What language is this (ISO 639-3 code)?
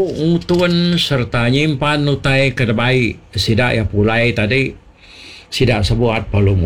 iba